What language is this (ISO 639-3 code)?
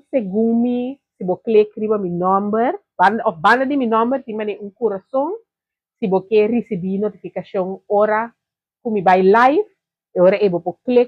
pap